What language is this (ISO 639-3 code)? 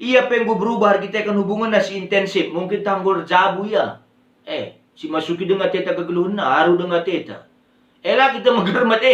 btx